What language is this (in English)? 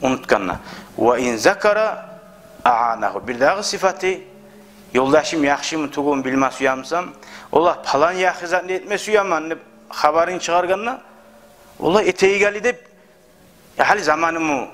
Kumyk